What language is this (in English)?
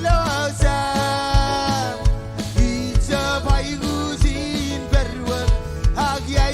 Marshallese